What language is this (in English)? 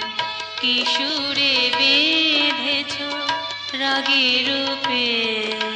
Bangla